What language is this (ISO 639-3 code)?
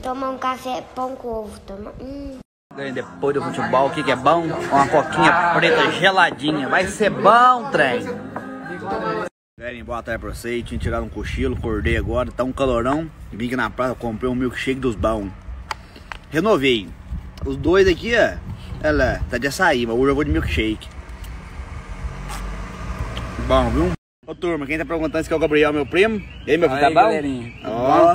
por